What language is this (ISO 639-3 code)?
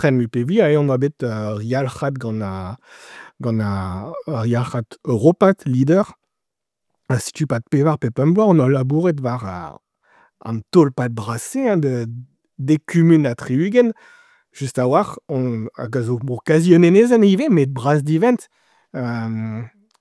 bre